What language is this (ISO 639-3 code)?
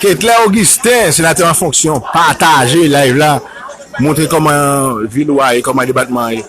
hat